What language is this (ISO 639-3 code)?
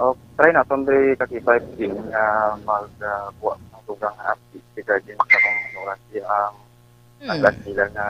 hil